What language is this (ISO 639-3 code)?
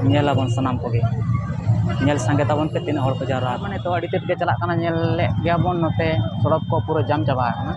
sat